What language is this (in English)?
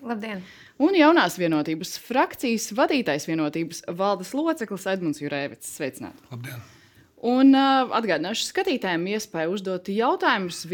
Latvian